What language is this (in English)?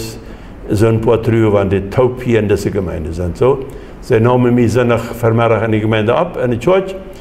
Plautdietsch